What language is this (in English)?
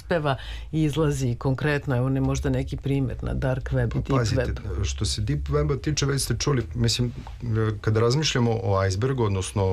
Serbian